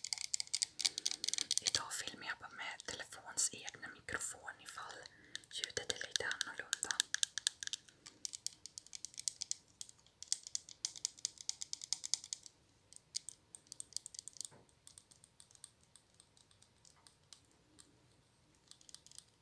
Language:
Swedish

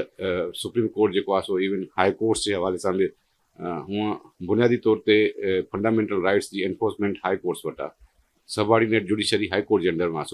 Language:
Sindhi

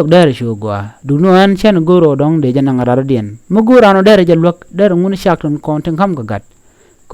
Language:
Nuer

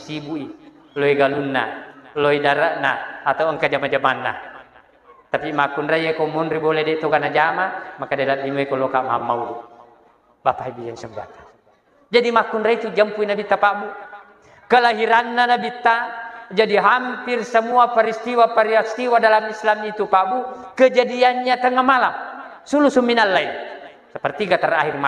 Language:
Buginese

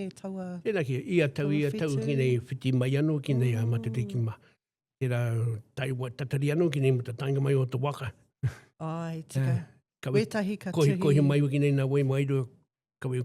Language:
Māori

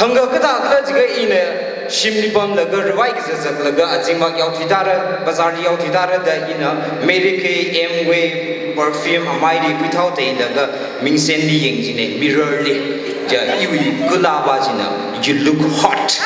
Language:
Tangkhul Naga (India)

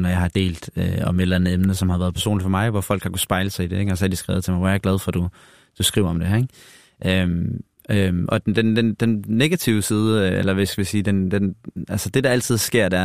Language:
Danish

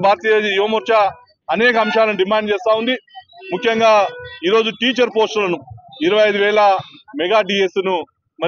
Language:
Telugu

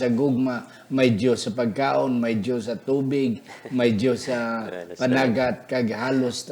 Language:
Hiligaynon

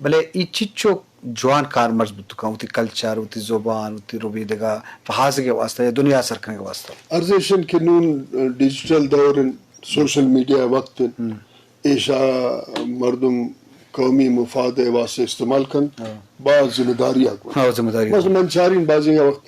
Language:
Eastern Balochi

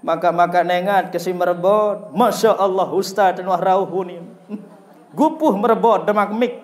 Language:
Sasak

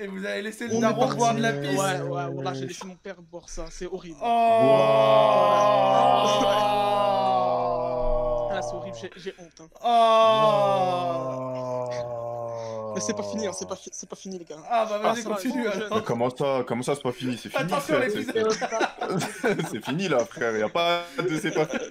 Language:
French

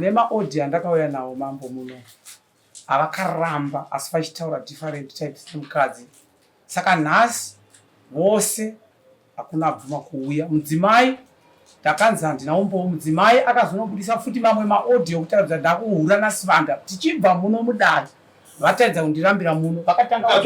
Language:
Shona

